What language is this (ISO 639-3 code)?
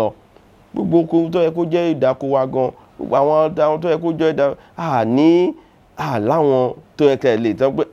yor